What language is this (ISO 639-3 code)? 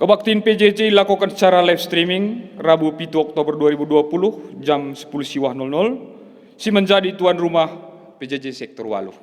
btx